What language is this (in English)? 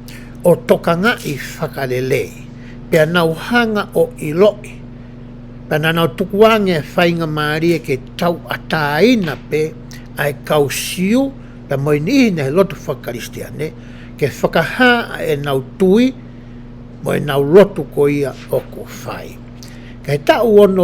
Tongan